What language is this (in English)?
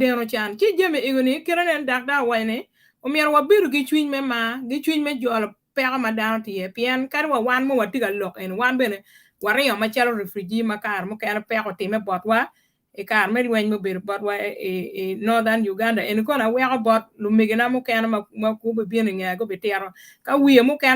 Acoli